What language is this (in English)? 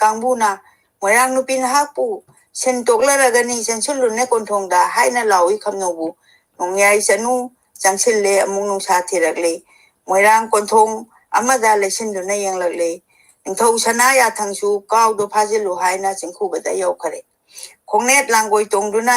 Manipuri